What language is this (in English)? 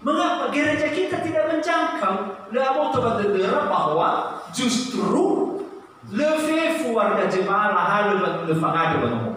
Nias